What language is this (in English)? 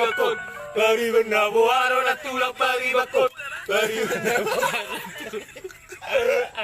Batak Toba